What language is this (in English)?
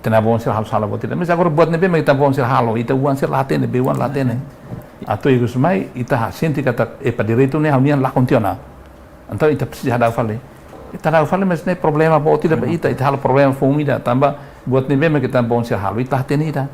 Tetum